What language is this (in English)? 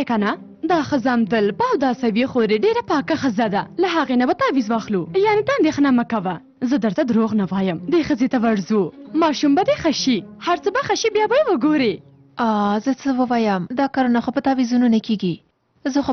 Pashto